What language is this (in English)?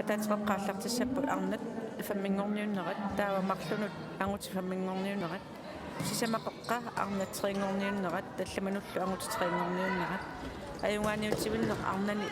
Kalaallisut